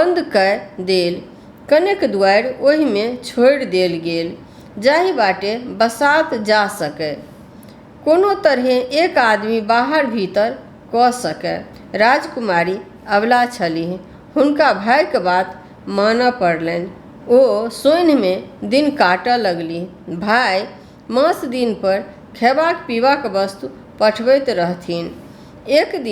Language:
Maithili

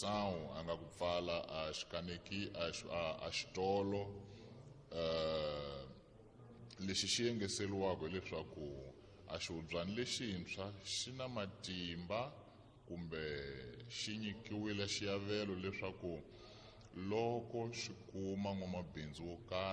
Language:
Tsonga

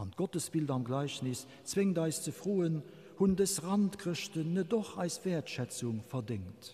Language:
Luxembourgish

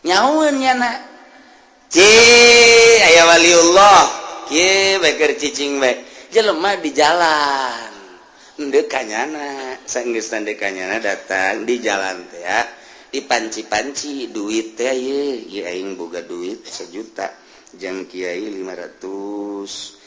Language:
Sundanese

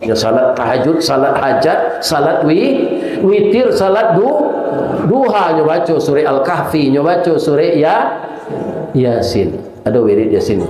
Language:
Minangkabau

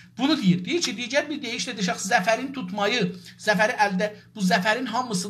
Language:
South Azerbaijani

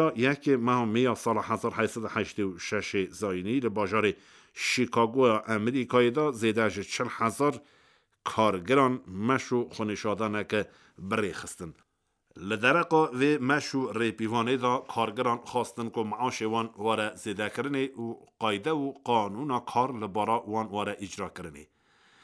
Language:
Kurdish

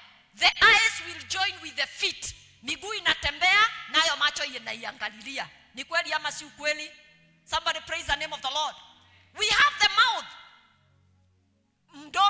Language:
Swahili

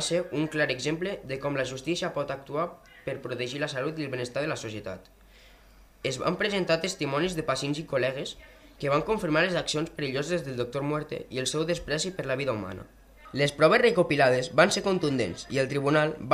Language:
Catalan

